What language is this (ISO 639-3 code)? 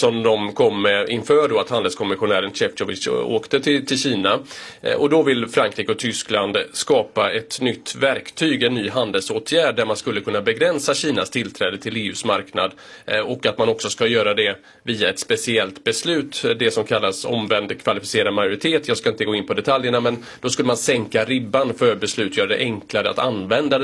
swe